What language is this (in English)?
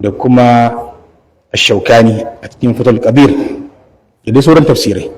Hausa